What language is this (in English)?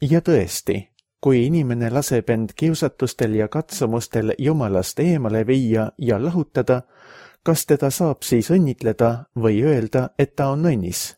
Estonian